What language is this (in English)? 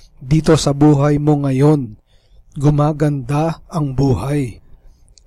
Filipino